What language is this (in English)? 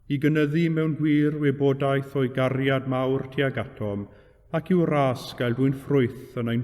Welsh